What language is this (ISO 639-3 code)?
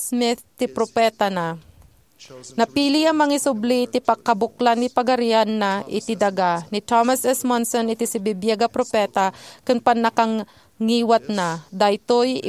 ilo